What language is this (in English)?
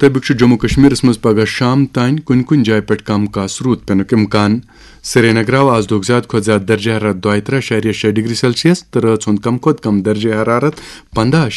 Kashmiri